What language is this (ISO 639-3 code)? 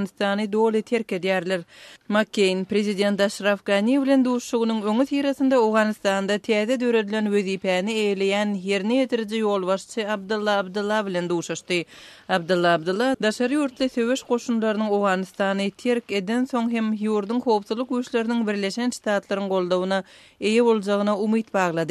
tuk